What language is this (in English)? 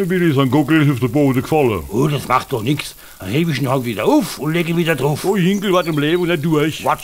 Palatine German